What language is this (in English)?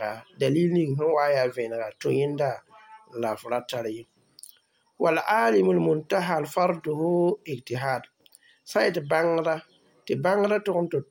Mossi